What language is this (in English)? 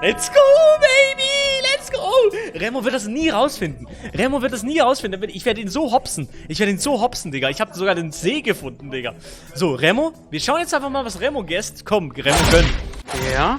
Swiss German